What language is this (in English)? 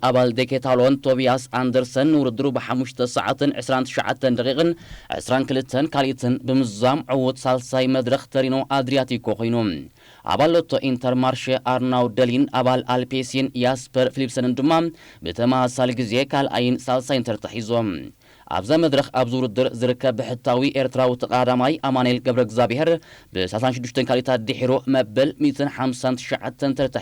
Tigrinya